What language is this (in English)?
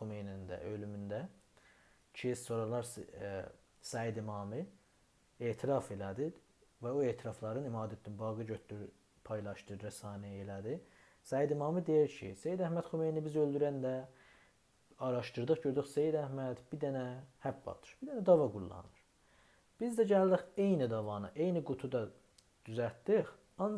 South Azerbaijani